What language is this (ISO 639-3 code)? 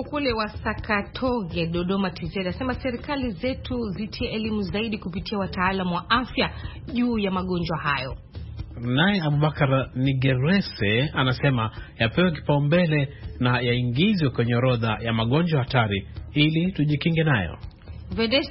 swa